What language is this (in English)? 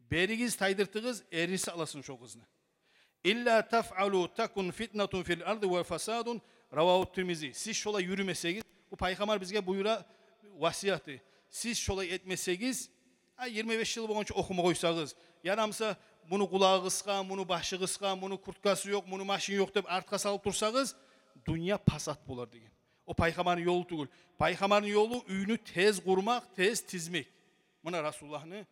Kumyk